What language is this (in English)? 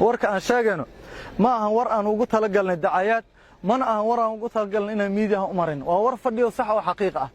Somali